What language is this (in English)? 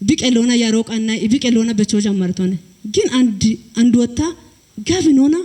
Kafa